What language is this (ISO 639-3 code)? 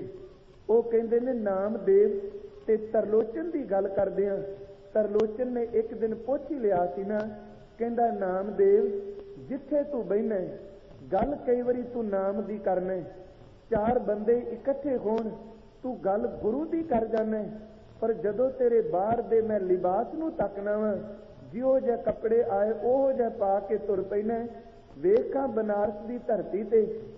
pan